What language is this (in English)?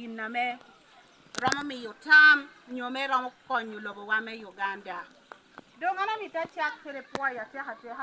Lango (Uganda)